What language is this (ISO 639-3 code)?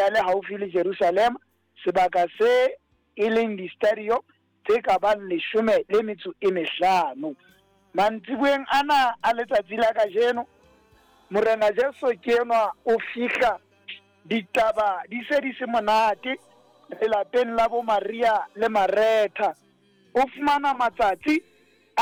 sot